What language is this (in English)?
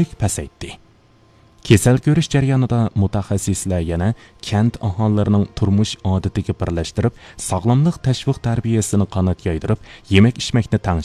Uyghur